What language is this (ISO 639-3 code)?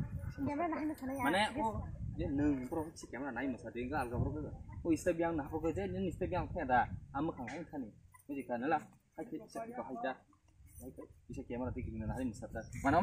trp